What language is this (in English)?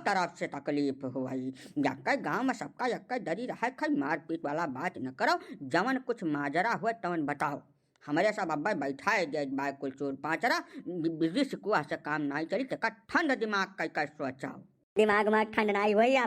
Awadhi